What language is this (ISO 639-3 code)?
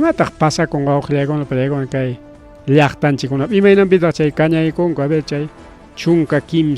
quy